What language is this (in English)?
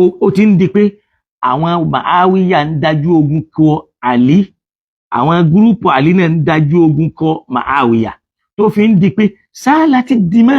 Yoruba